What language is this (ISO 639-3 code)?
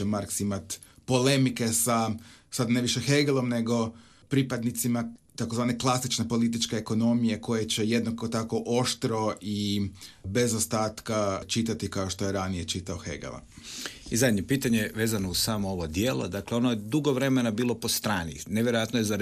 hrv